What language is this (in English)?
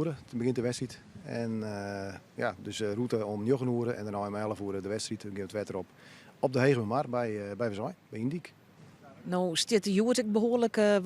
Western Frisian